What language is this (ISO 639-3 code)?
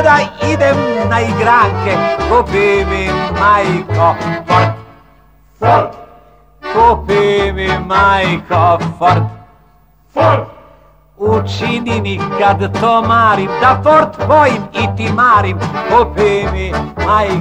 srp